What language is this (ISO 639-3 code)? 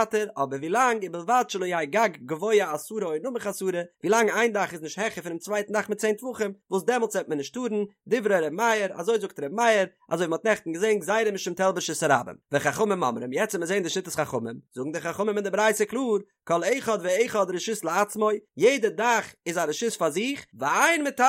yid